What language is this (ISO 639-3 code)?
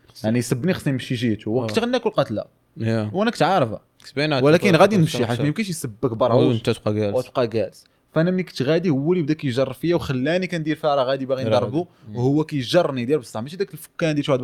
ary